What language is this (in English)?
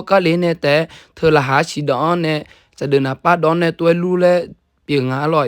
Akha